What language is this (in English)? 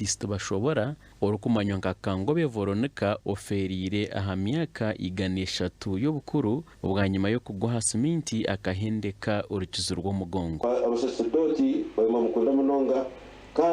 Nyankole